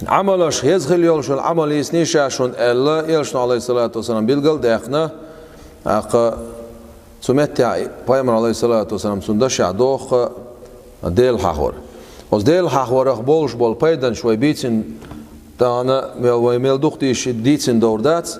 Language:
Chechen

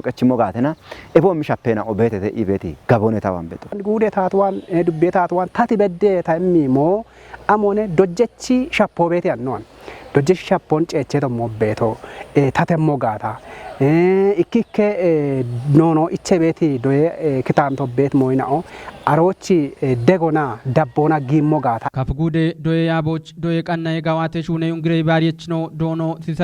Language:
Kafa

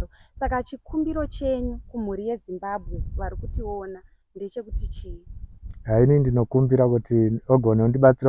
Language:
Shona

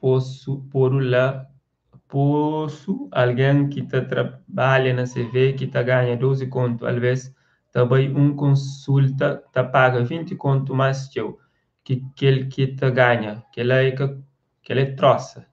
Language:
Kabuverdianu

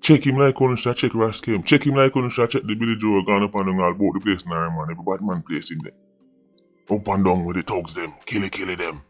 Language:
Jamaican Creole English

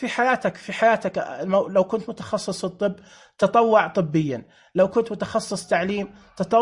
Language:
Najdi Arabic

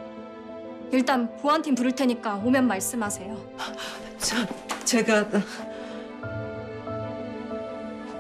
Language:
Korean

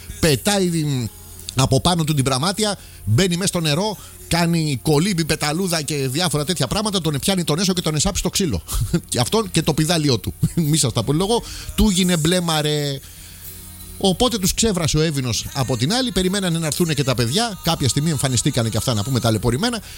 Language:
Greek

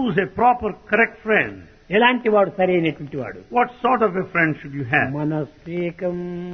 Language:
Telugu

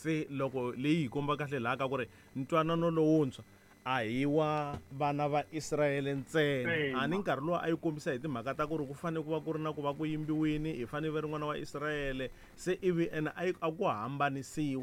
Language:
Tsonga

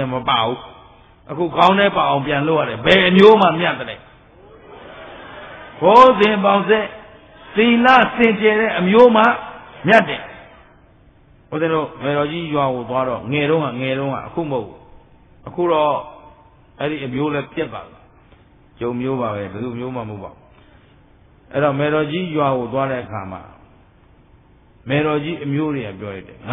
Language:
Burmese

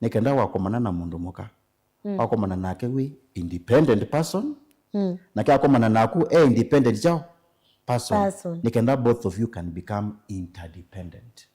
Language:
Kamba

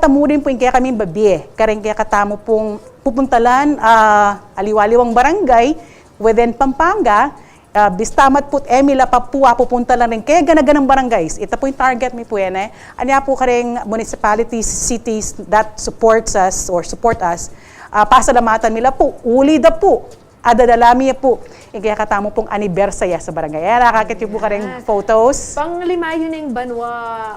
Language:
Pampanga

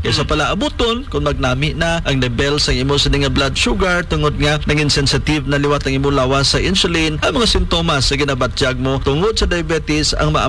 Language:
Hiligaynon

